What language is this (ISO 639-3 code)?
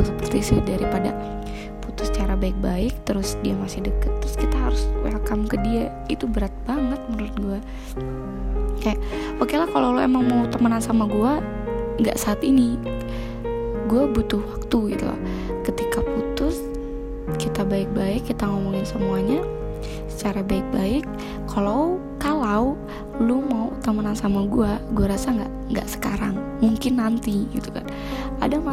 ind